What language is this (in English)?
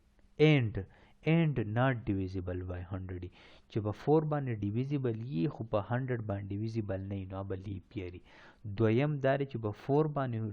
Pashto